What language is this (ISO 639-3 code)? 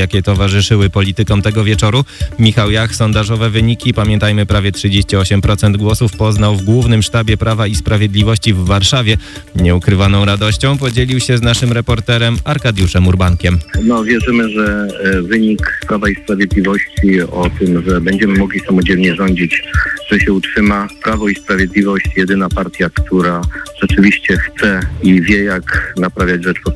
pol